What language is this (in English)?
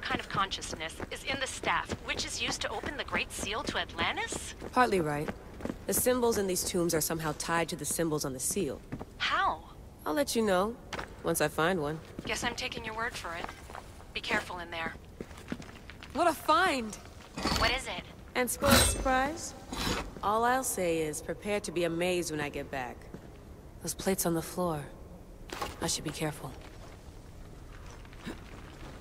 English